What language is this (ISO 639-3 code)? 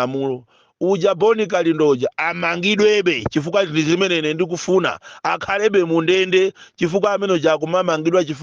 nya